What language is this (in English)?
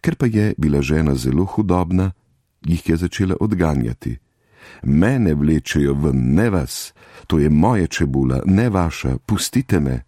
Slovenian